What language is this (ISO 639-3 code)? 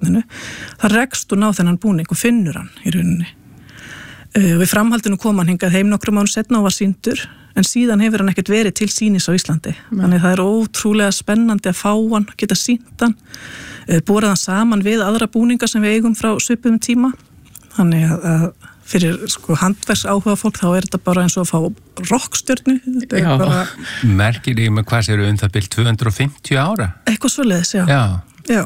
isl